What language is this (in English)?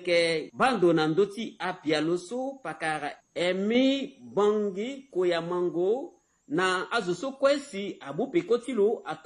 Sango